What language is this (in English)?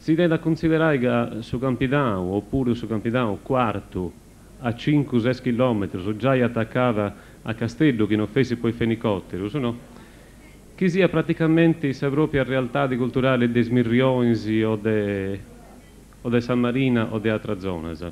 Sardinian